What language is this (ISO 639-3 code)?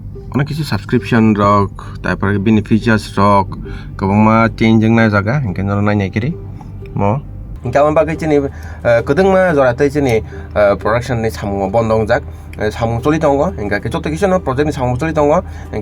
trp